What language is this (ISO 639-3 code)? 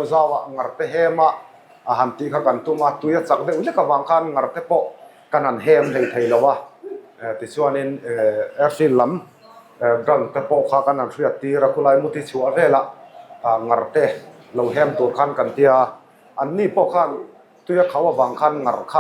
lus